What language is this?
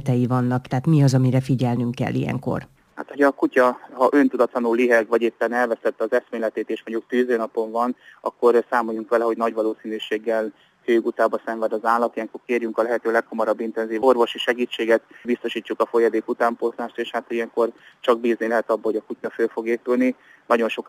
Hungarian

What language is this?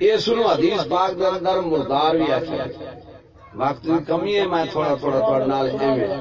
Saraiki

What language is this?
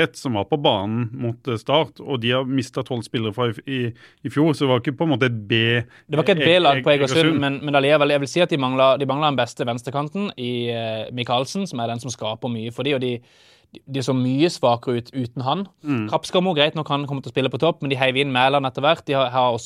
Norwegian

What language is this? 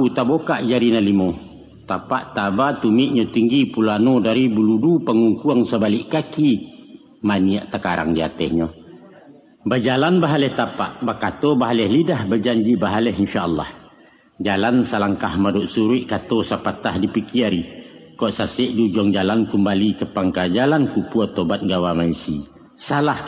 Minangkabau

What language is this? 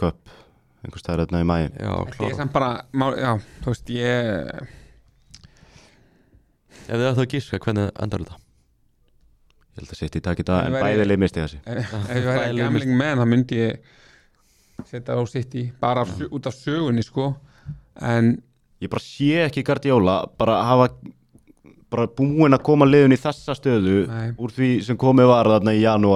Icelandic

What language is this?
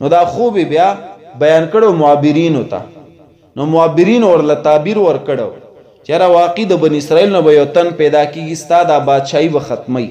Pashto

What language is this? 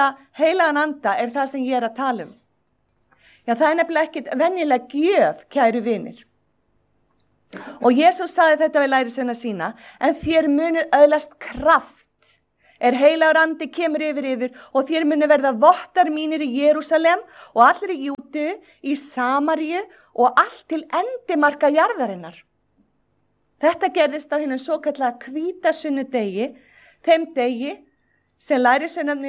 Icelandic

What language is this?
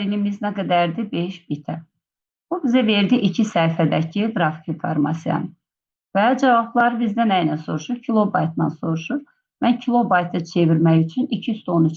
Azerbaijani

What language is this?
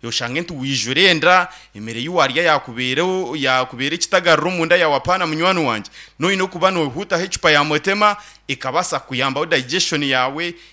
Nyankole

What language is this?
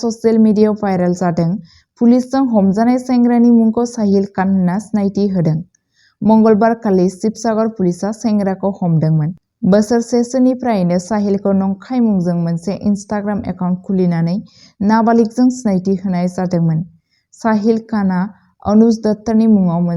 Bodo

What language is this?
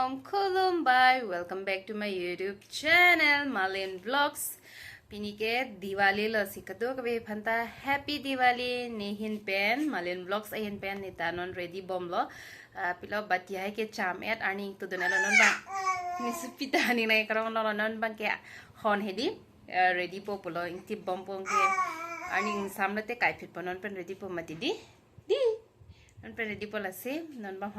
Karbi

